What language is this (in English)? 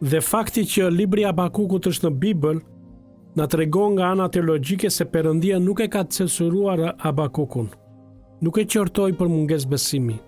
Albanian